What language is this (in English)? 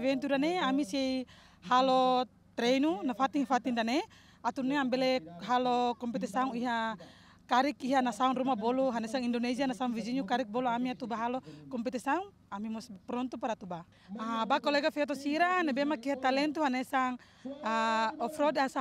Tetum